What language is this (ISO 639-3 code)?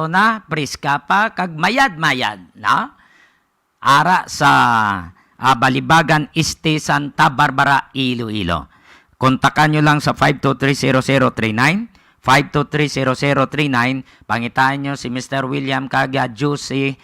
hil